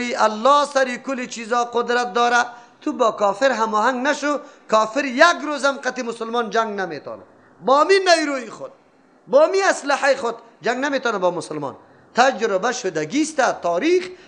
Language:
Persian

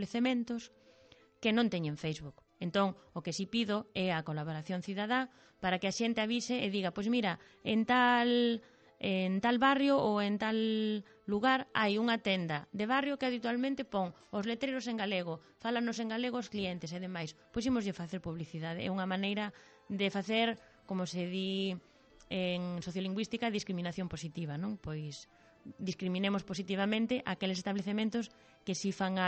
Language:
Galician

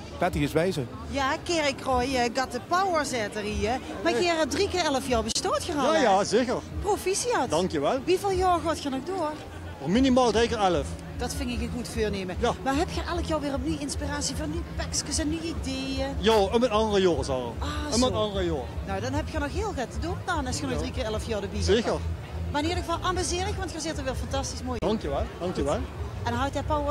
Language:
Limburgish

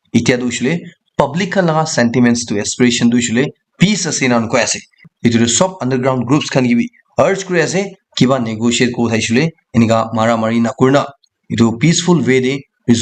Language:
Naga Pidgin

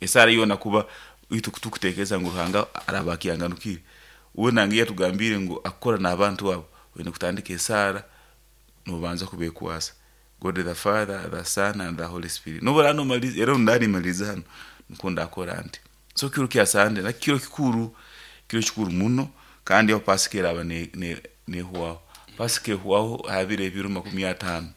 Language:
Nyankole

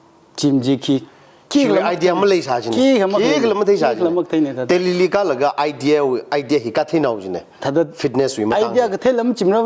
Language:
Tangkhul Naga (India)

